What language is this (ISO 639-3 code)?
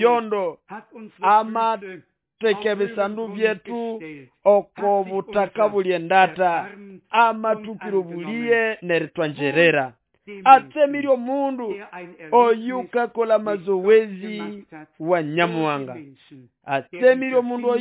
nnb